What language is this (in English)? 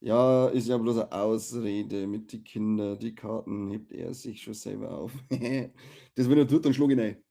Bavarian